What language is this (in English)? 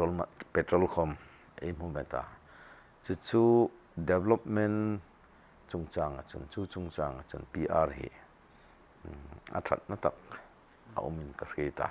Hmar